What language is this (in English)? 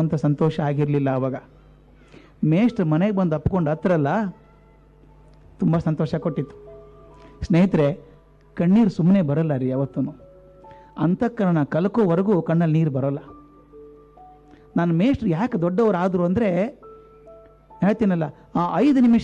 Kannada